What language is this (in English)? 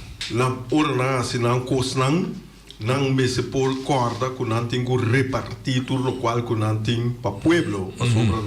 Papiamento